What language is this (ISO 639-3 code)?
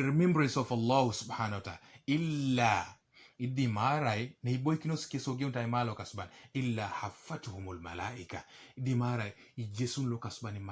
teo